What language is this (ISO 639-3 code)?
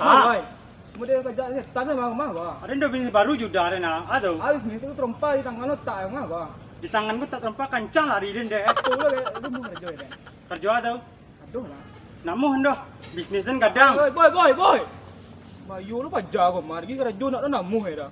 min